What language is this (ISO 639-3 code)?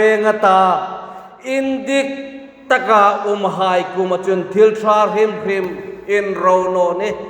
hmr